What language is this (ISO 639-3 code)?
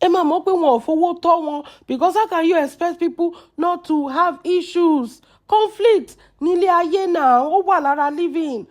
yor